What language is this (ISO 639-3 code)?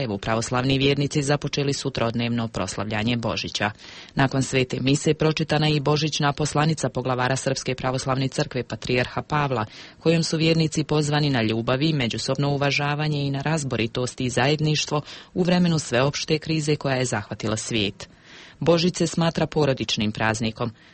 hrv